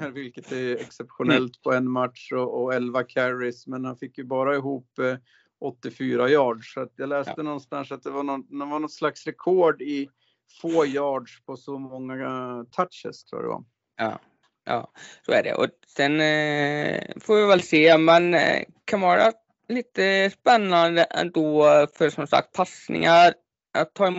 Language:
Swedish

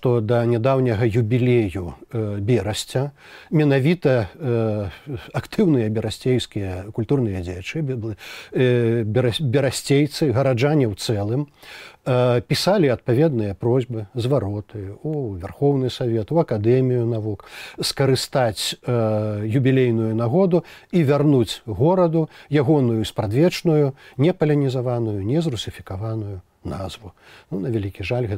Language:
Belarusian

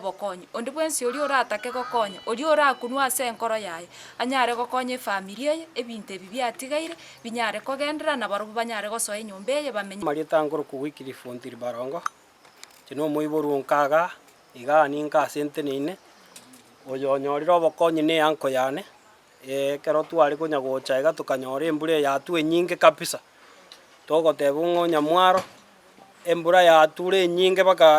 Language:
Gusii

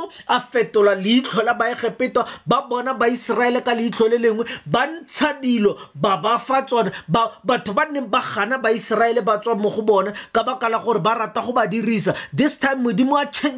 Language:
Tswana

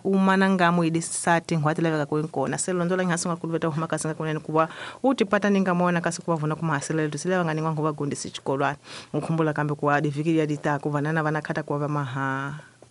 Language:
Tsonga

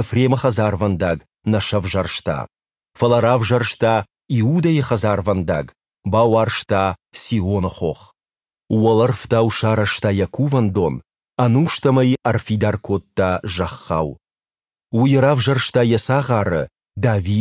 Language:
Ossetic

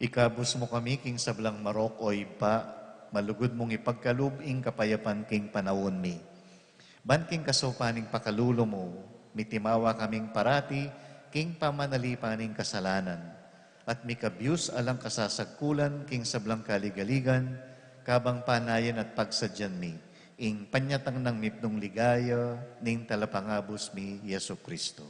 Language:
Pampanga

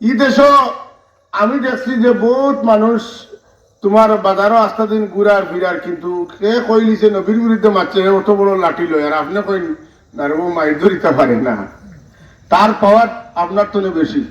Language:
Sylheti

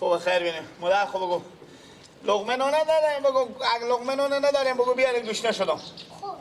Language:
Persian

